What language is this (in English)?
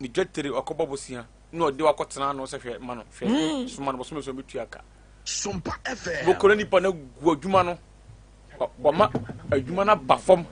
Akan